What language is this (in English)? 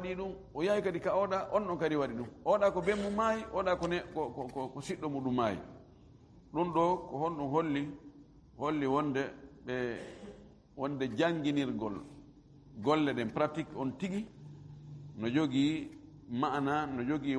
Fula